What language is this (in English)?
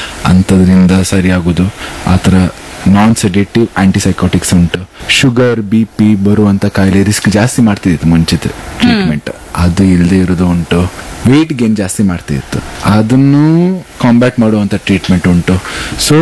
Kannada